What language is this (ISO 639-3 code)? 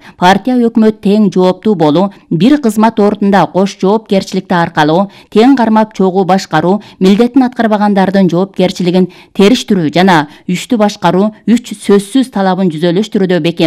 kir